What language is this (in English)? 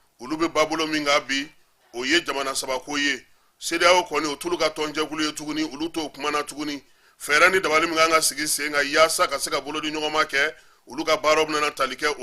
Bambara